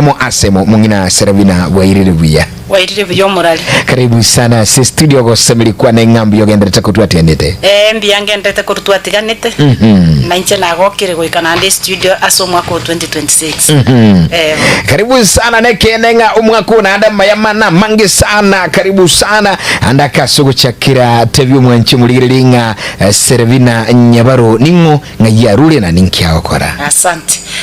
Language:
Gusii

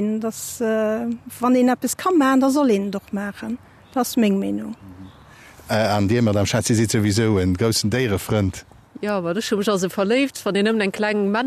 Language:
Luxembourgish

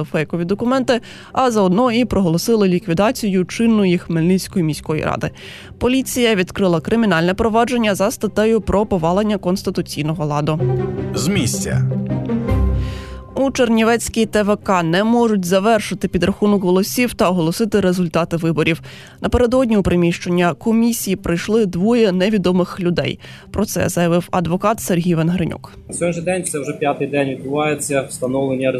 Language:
Ukrainian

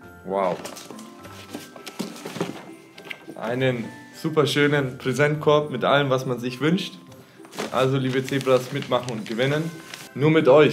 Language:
German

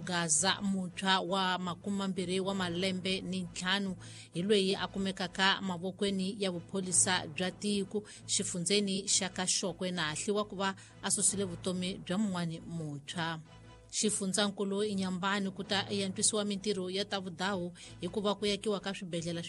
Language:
Tsonga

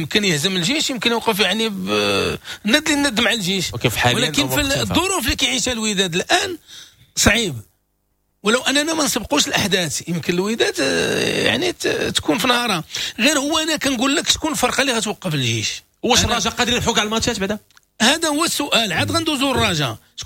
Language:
Moroccan Arabic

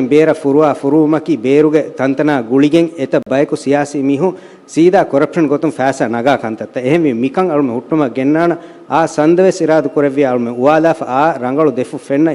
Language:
Divehi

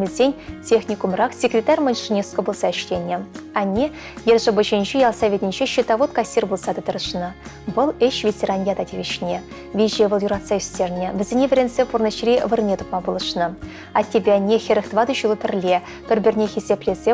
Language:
Chuvash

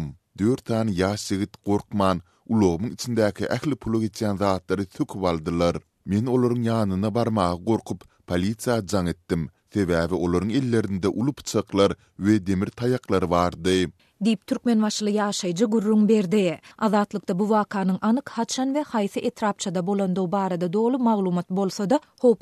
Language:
Turkmen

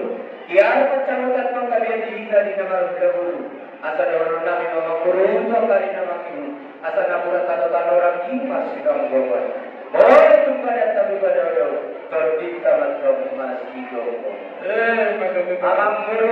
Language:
Batak Toba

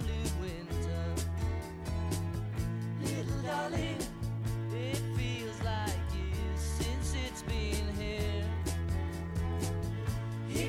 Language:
Italian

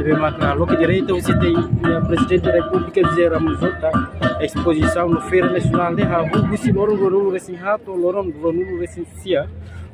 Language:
Tetum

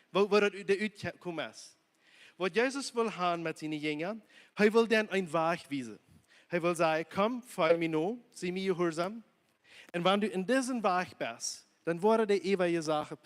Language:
Plautdietsch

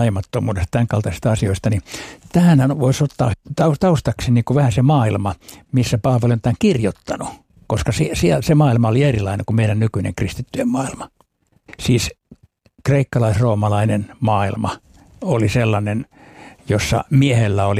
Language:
Finnish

